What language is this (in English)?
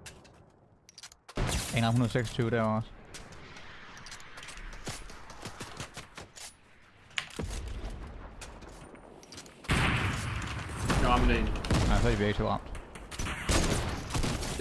Danish